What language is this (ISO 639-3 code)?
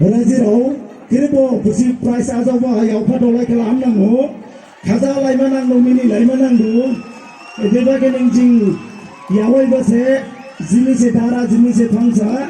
dis